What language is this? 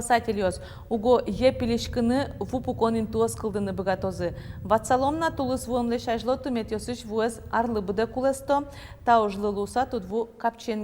Udmurt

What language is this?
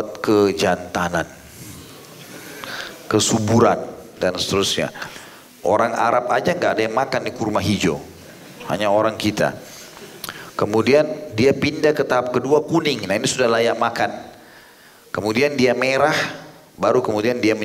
Indonesian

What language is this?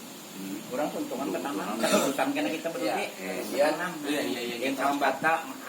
Banjar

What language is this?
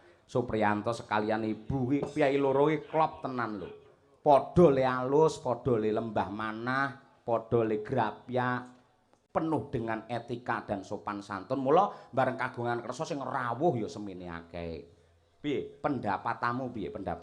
Javanese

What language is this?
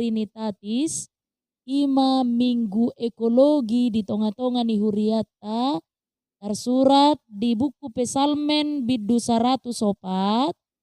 Batak Toba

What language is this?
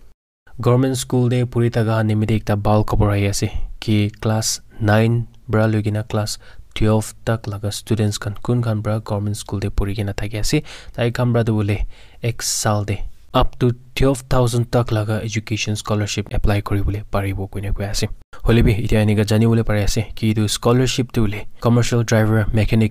Naga Pidgin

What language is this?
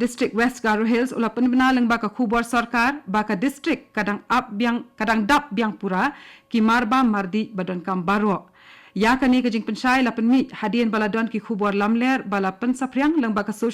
Khasi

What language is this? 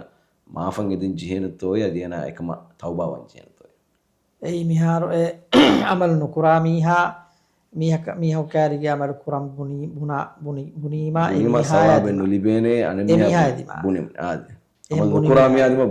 Divehi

